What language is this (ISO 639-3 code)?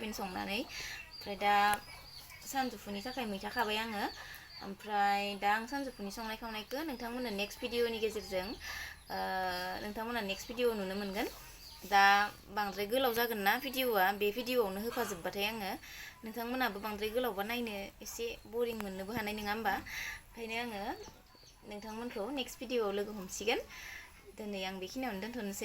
brx